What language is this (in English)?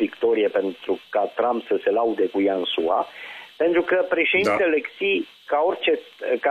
Romanian